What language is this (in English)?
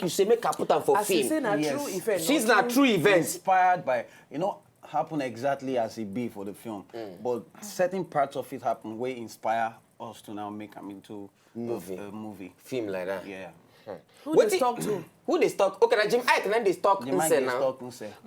Nigerian Pidgin